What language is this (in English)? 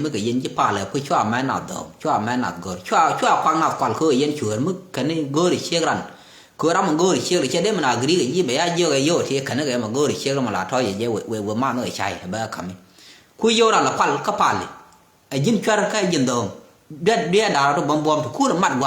Nuer